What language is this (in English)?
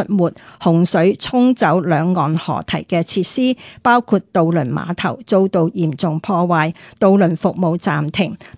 Cantonese